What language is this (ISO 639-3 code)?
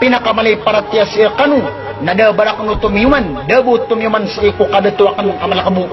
mrw